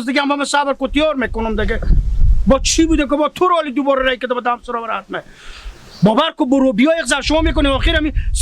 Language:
Persian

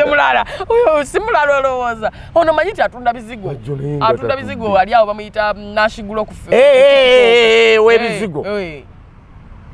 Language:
Ganda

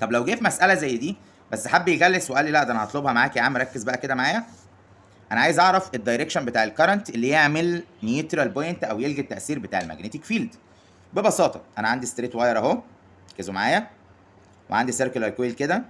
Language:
Egyptian Arabic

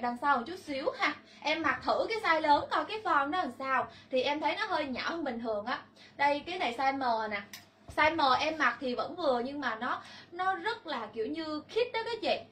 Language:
Vietnamese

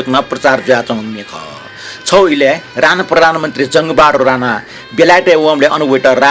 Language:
Newari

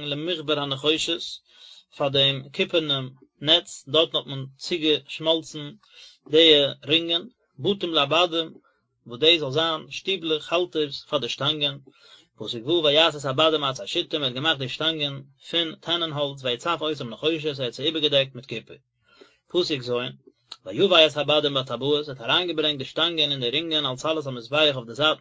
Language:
Yiddish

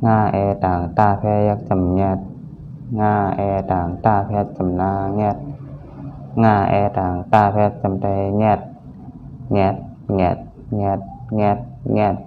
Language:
Shan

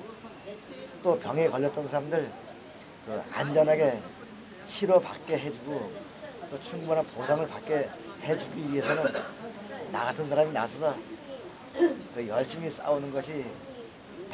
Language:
Korean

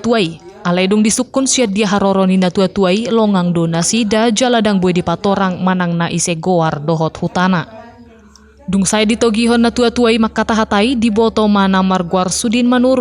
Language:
Batak Toba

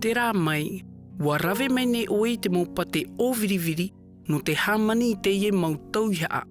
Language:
Tahitian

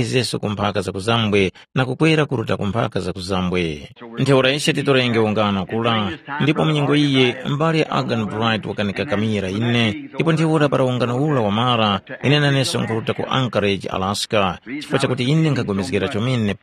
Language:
Tumbuka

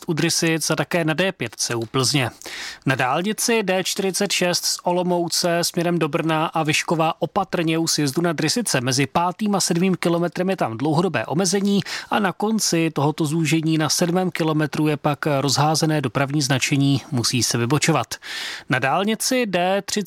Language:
Czech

